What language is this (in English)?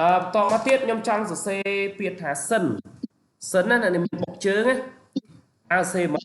Khmer